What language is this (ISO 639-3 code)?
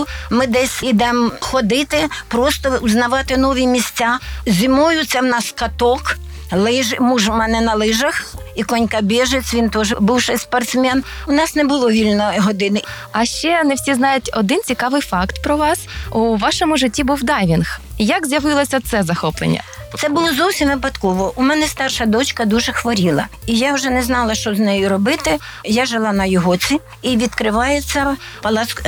ukr